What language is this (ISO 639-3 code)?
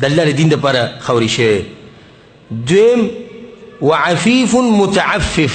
pus